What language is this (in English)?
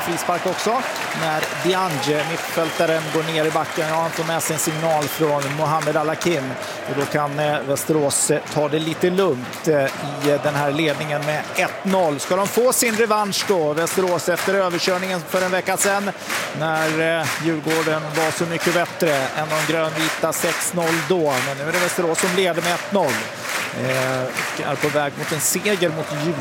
Swedish